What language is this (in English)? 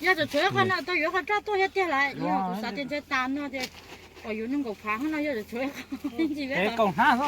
Hmong